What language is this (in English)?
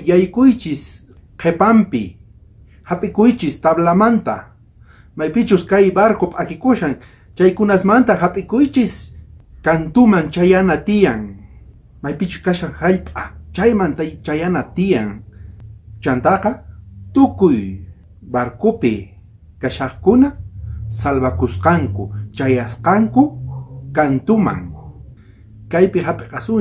South Bolivian Quechua